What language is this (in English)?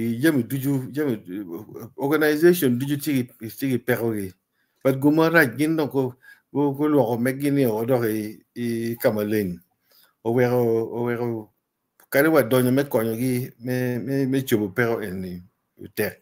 Acoli